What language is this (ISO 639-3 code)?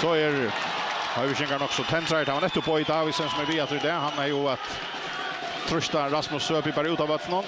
fao